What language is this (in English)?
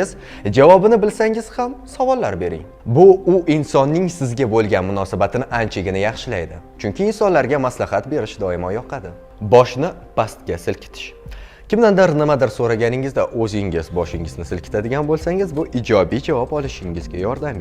Uzbek